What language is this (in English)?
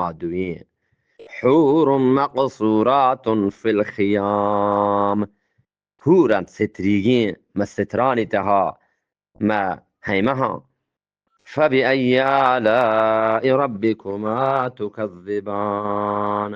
Eastern Balochi